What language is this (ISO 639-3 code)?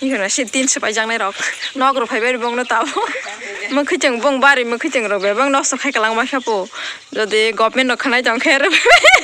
trp